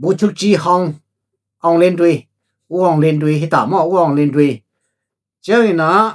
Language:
Tedim Chin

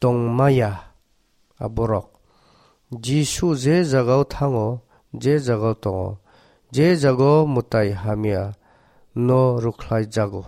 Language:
Kok Borok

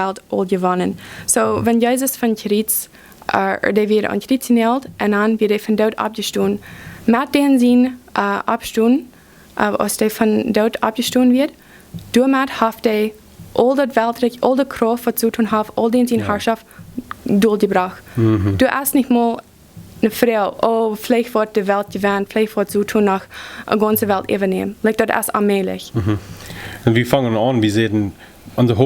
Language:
Plautdietsch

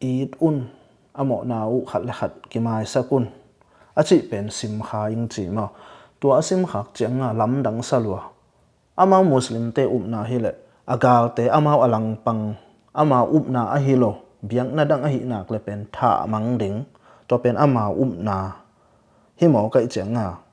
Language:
Tedim Chin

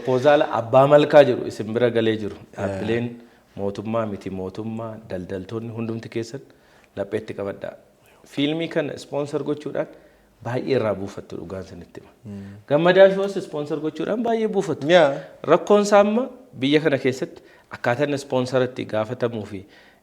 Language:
Oromo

